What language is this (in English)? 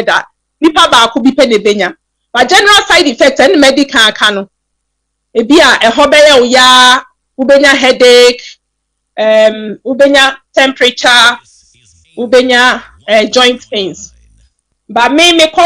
Akan